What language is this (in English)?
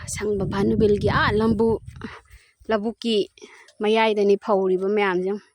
Manipuri